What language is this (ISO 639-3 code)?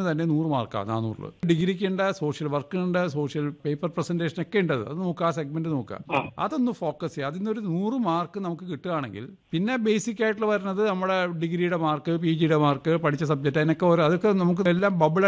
mal